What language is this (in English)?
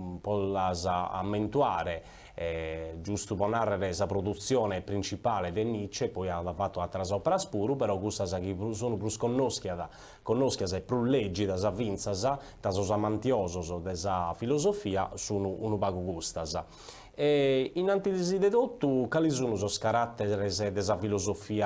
Sardinian